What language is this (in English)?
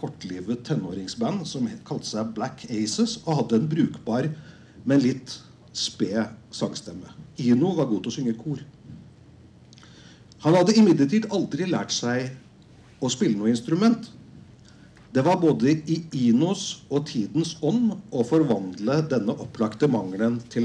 Norwegian